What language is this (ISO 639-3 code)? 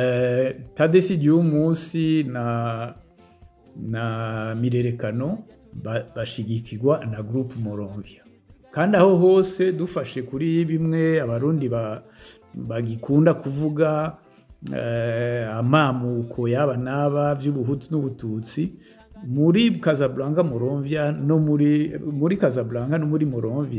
run